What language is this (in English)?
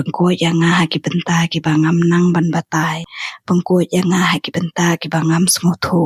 Khasi